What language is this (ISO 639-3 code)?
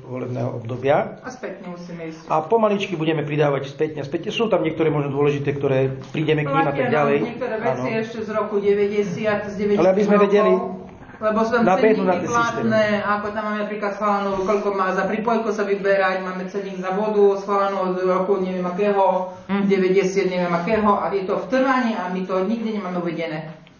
slk